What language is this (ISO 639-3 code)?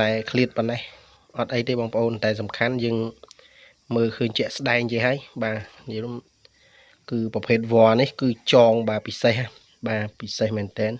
khm